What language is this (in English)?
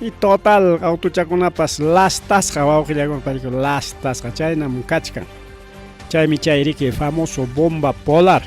Ayacucho Quechua